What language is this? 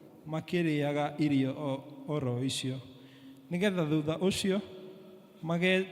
Kikuyu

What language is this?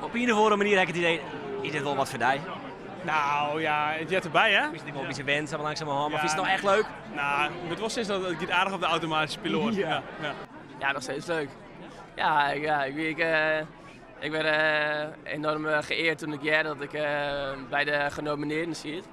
Western Frisian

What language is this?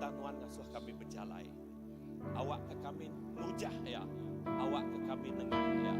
Iban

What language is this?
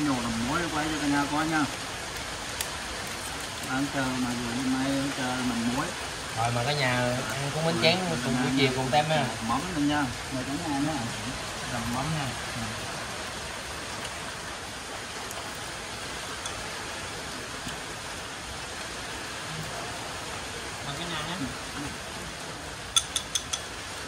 Vietnamese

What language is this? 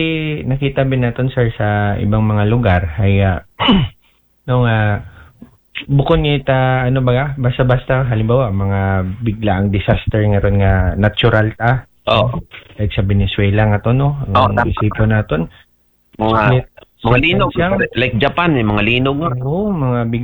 Aklanon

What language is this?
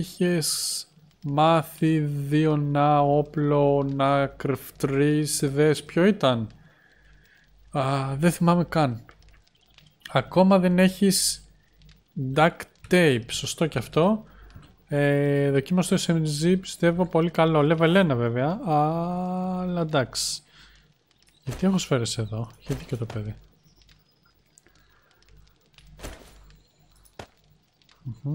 Greek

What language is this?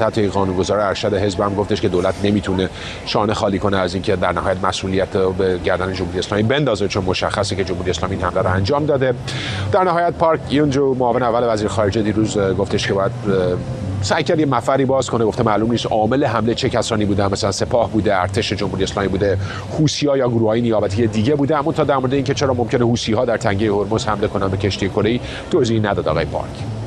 Persian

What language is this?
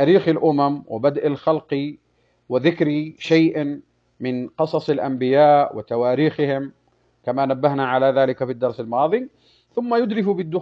Arabic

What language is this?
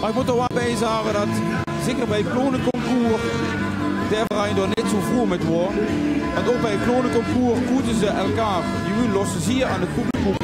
Limburgish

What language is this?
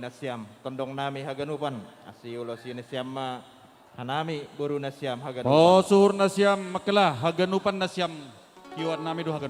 Batak Simalungun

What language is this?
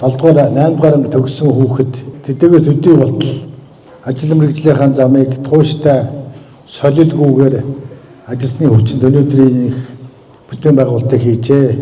Mongolian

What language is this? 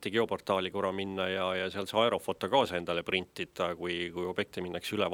Estonian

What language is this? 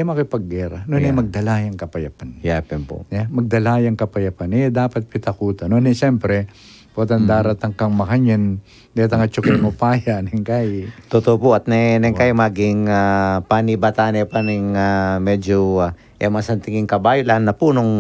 Pampanga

